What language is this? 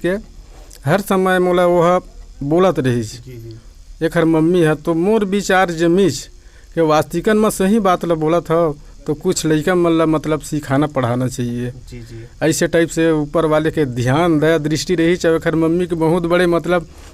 Chhattisgarhi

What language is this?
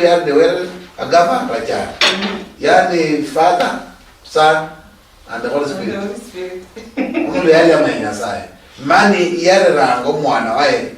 Luyia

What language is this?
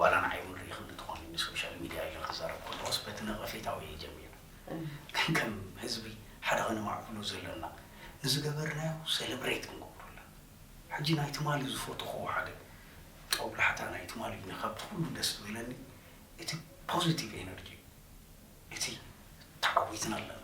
Tigrinya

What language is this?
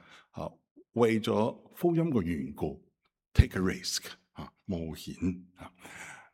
Cantonese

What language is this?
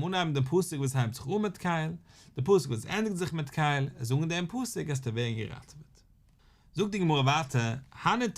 Yiddish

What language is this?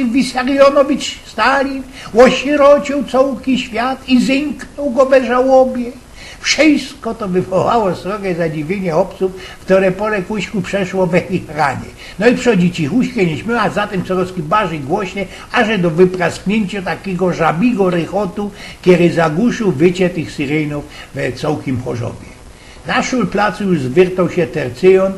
Silesian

